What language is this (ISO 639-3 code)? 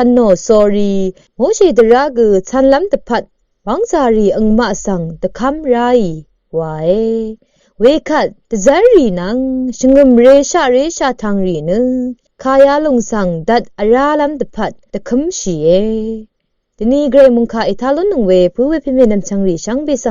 raw